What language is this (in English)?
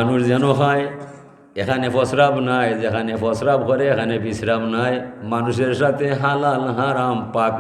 Sylheti